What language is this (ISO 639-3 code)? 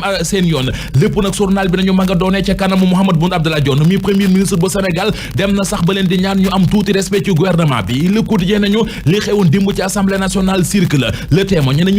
wol